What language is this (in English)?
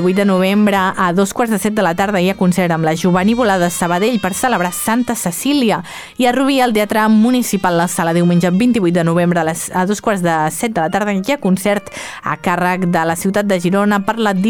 Catalan